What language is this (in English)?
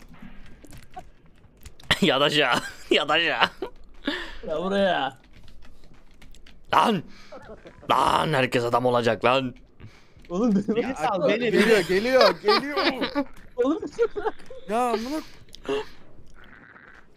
Turkish